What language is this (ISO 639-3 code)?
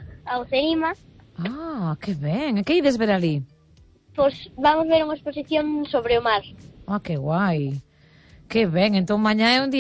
glg